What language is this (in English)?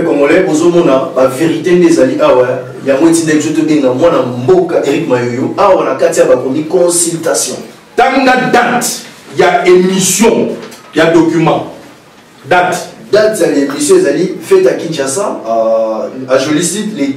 Lingala